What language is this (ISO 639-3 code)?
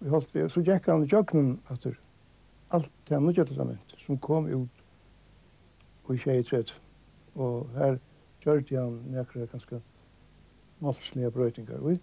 fao